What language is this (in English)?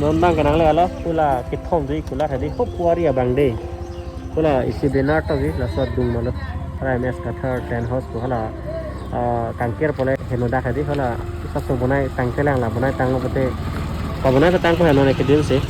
Karbi